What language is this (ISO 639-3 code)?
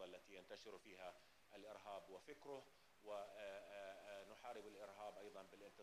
ara